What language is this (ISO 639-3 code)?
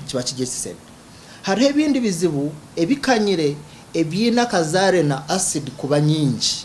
nyn